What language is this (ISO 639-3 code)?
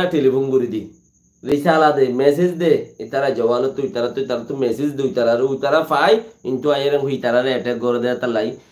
rhg